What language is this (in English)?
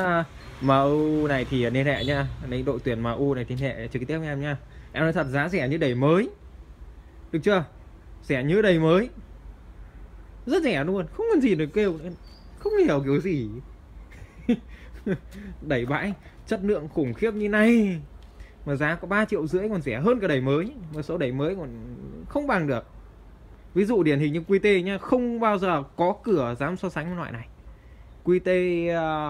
Vietnamese